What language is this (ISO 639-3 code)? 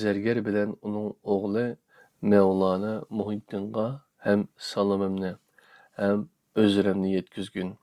uig